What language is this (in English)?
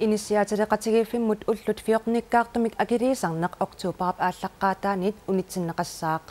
Kalaallisut